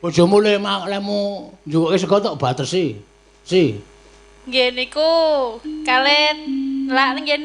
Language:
Javanese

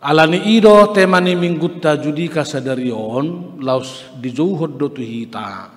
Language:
Batak Toba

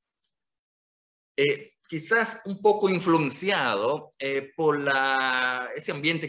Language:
Spanish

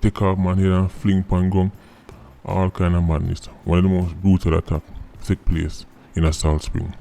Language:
Jamaican Creole English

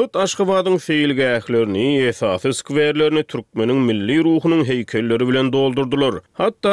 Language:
Turkmen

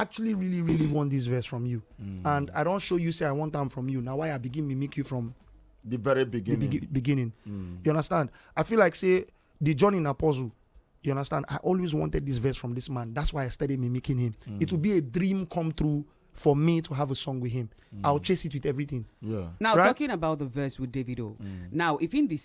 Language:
Nigerian Pidgin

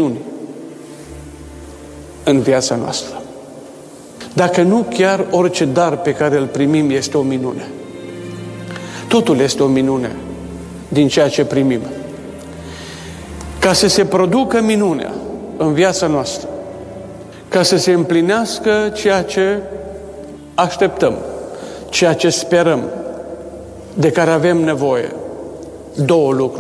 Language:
Romanian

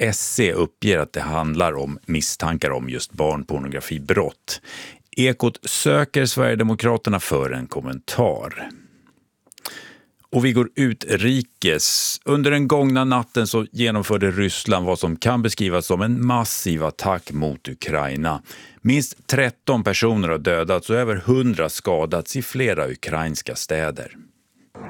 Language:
Swedish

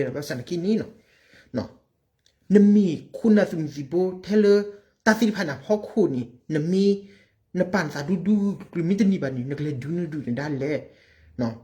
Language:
S'gaw Karen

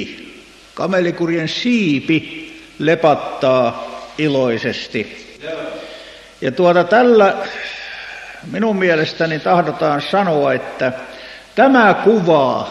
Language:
Finnish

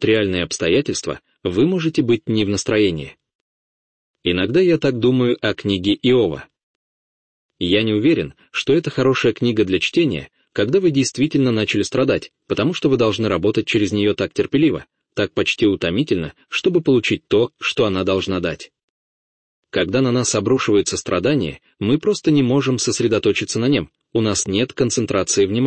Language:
Russian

